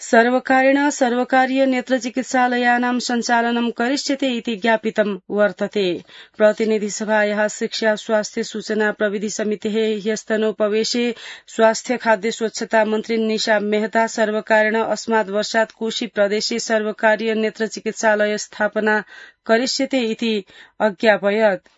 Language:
Sanskrit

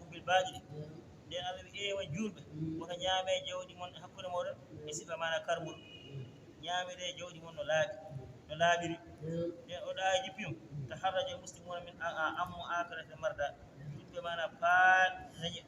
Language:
Fula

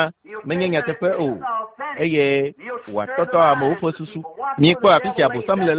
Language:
Ewe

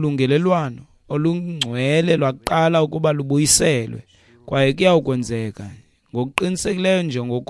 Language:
Xhosa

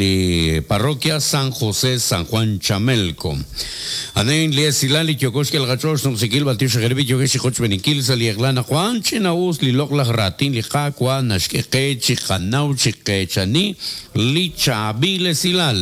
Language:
Kekchí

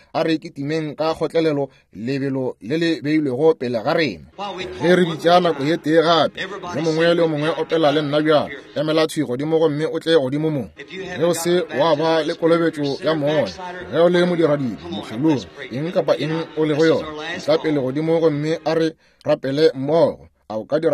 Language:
Northern Sotho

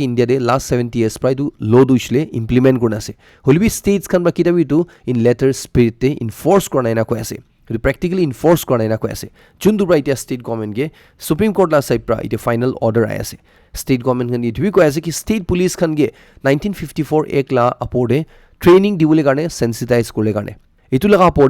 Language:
Naga Pidgin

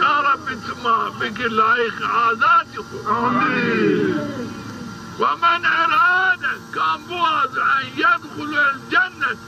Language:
Zaza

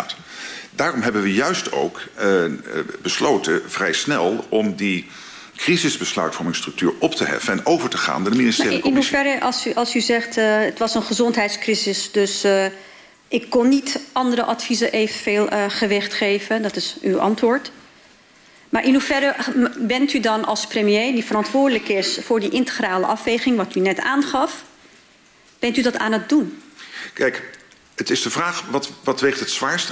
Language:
Dutch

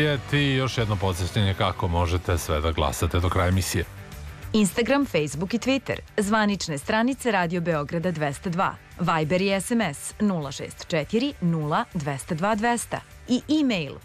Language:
Serbian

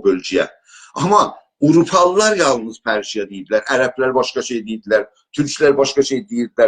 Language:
South Azerbaijani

